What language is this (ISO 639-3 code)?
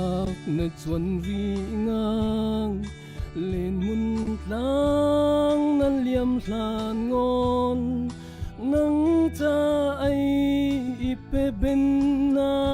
cfm